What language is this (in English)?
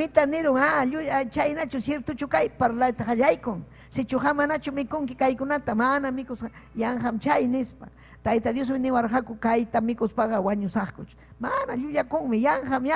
Ayacucho Quechua